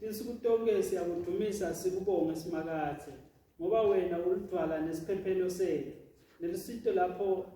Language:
Swati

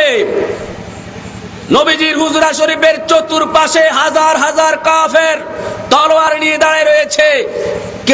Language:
Bangla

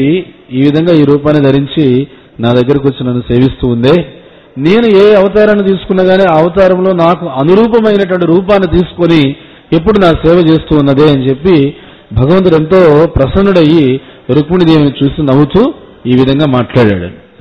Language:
Telugu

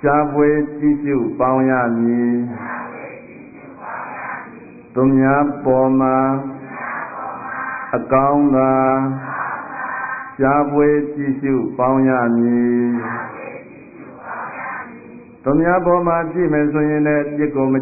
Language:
Burmese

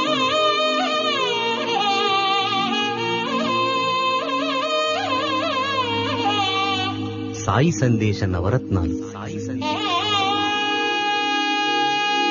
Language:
Telugu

